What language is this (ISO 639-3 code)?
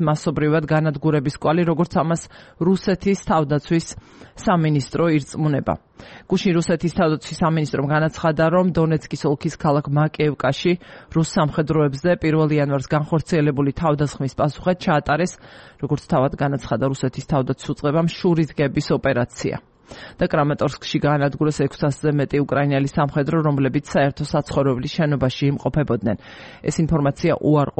kat